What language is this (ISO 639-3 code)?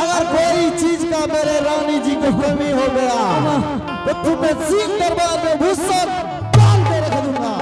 anp